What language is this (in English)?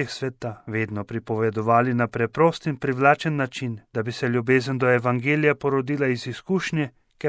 Slovenian